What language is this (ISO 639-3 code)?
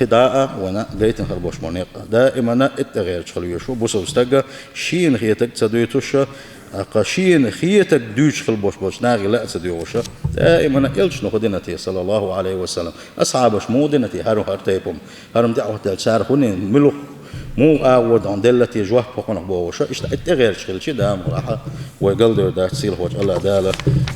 che